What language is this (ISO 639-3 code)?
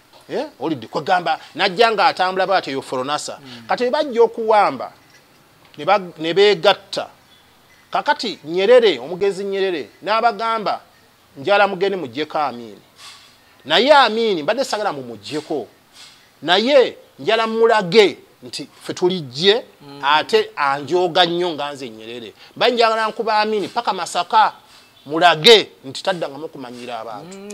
lug